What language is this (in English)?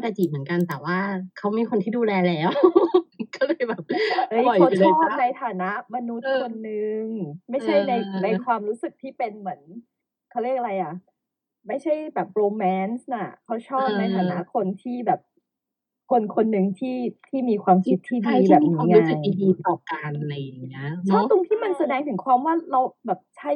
Thai